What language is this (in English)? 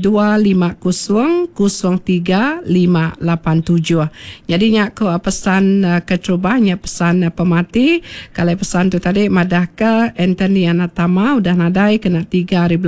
Iban